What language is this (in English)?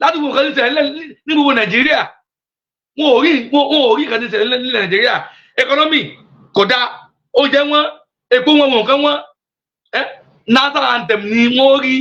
Yoruba